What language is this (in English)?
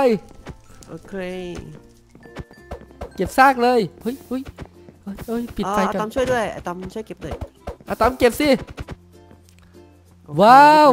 Thai